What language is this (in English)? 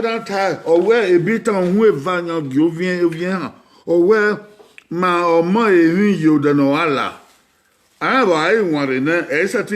Bini